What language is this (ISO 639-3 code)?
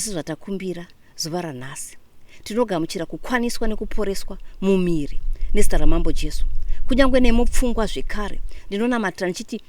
sna